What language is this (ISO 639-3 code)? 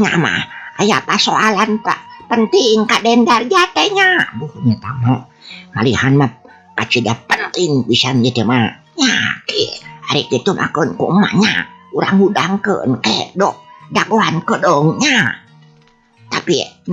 sun